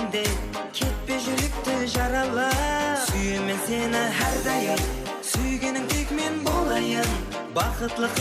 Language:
Kara-Kalpak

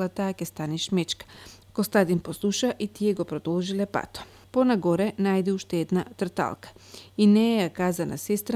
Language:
Macedonian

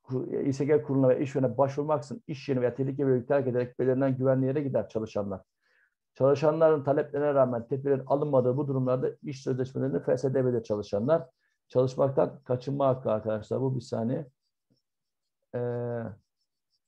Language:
Turkish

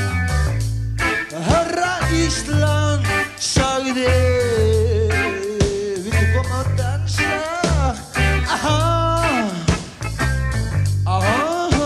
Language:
Icelandic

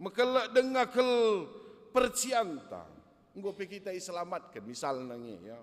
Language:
Batak Karo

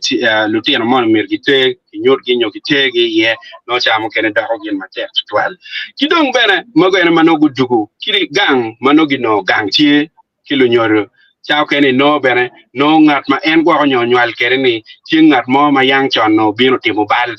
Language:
Acoli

